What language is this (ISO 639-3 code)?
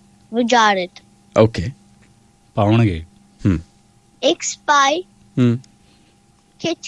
pan